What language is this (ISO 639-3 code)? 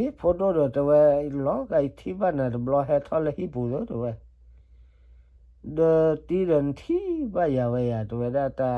ksw